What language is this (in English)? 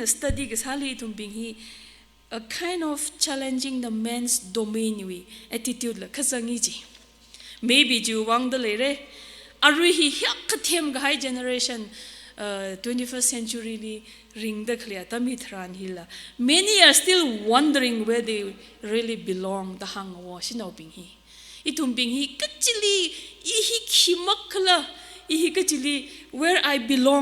Tangkhul Naga (India)